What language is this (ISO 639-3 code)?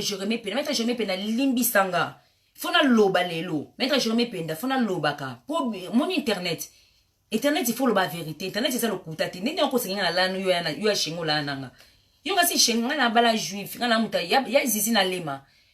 lin